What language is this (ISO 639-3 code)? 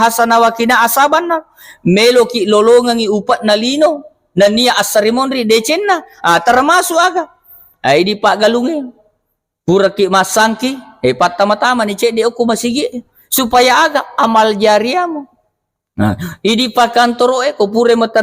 bug